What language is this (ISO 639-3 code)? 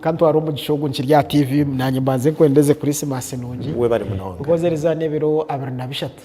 nyn